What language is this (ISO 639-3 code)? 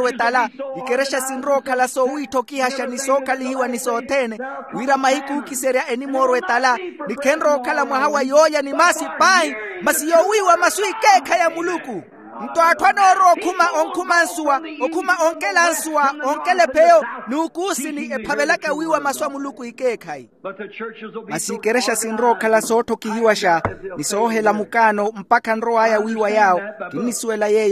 vmw